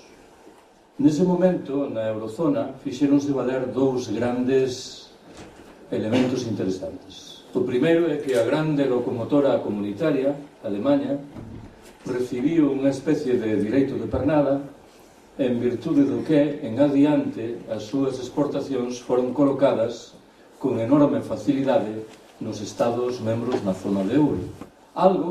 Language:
Galician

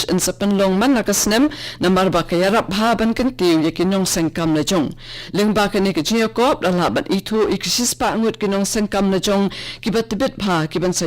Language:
Khasi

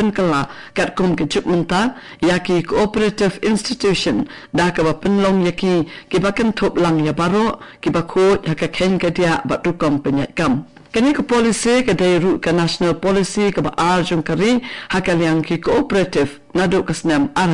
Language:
Khasi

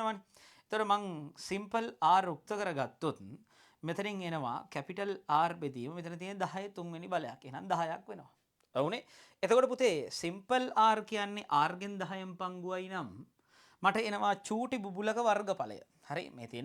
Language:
Sinhala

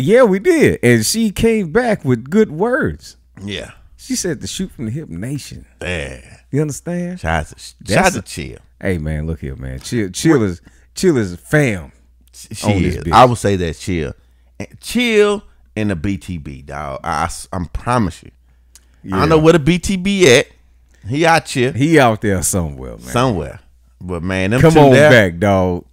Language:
English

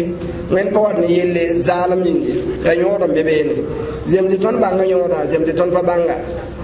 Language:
Mossi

